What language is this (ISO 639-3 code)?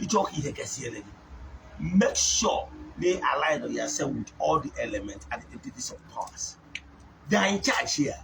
ibo